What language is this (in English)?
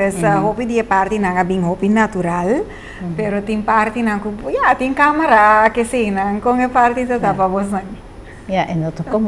Papiamento